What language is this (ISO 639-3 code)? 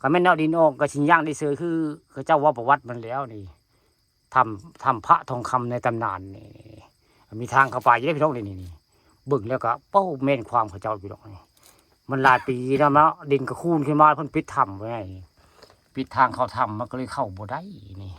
tts